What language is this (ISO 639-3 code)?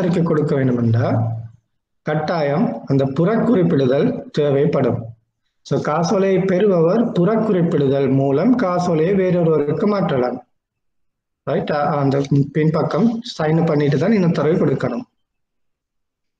tam